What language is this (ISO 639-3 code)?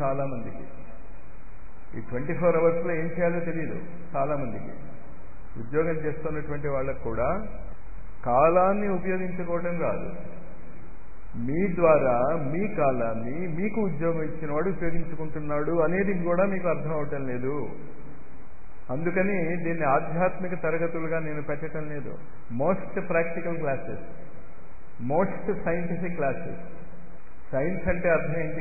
tel